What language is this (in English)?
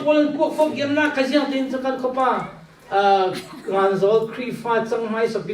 Falam Chin